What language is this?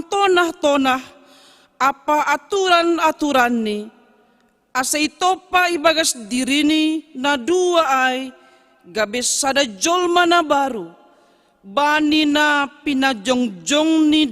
Batak Simalungun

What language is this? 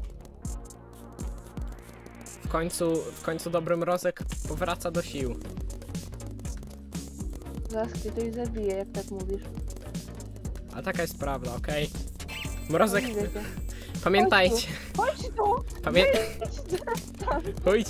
Polish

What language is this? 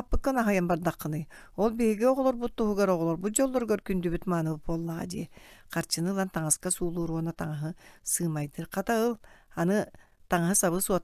Yakut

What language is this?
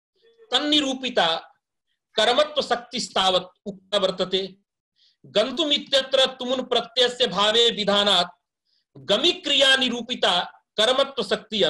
Sanskrit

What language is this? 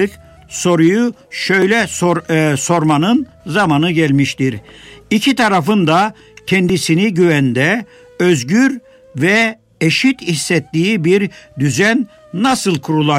Turkish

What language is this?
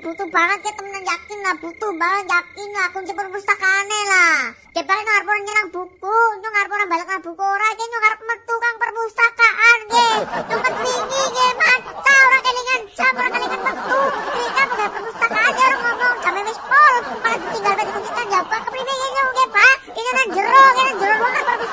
Javanese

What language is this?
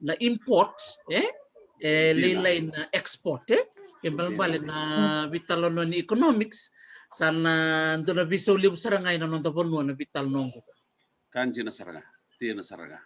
Fijian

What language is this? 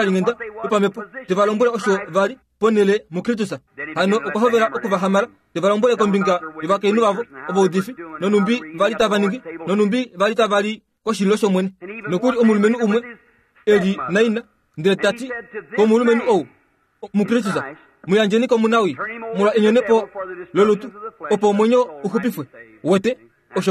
Kuanyama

